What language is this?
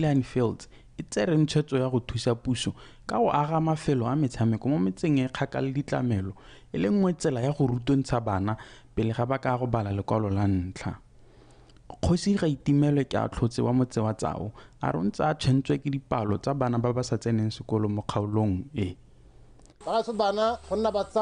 Tswana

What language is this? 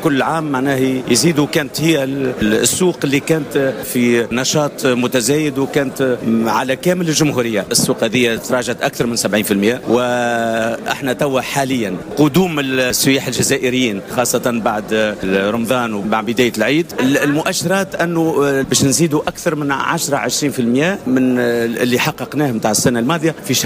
Tunisian Arabic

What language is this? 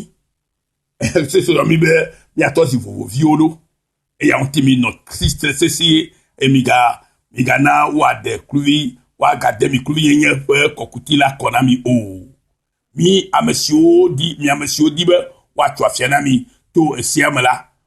Ewe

